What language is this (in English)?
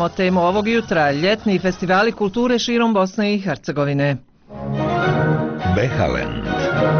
Bosnian